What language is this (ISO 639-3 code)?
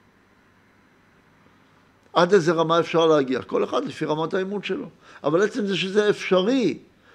heb